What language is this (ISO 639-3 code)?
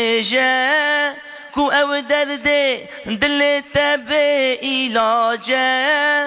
kur